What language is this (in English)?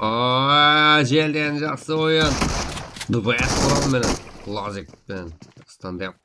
Kara-Kalpak